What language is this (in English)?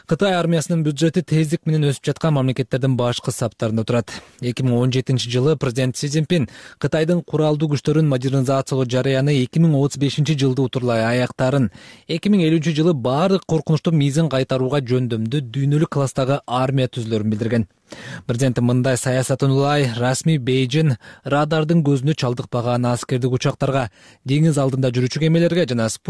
Kyrgyz